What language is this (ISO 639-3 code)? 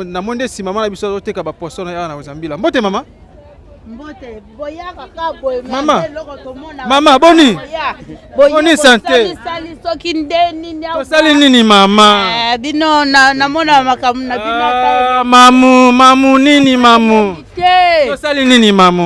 lin